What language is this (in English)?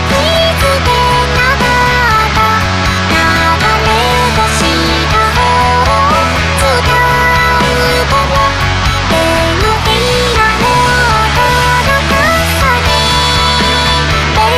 Japanese